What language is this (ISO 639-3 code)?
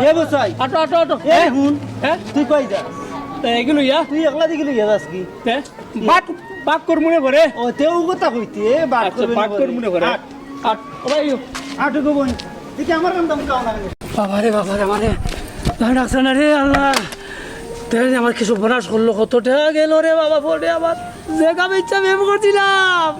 syl